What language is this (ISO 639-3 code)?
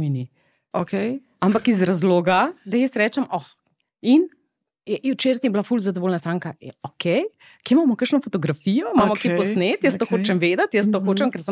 slv